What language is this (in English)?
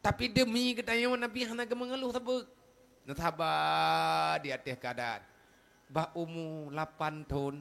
Achinese